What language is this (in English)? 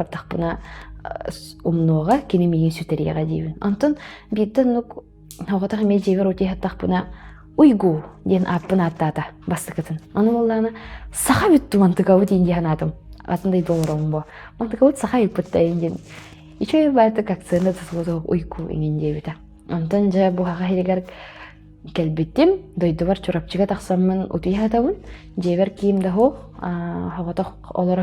Yakut